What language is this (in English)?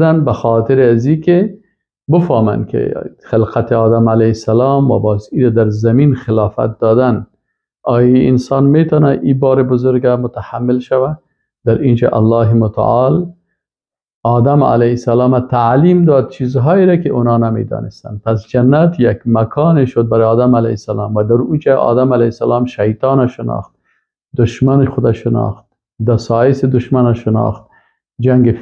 Persian